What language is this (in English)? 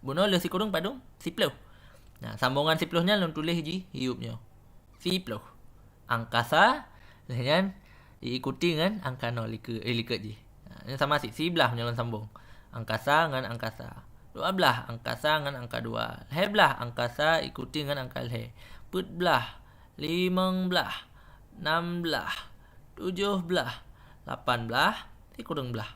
Achinese